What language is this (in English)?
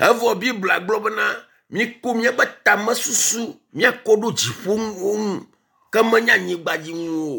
Ewe